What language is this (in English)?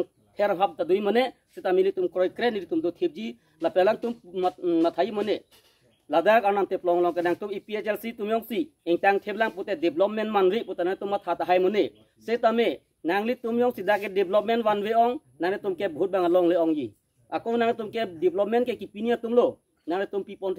Karbi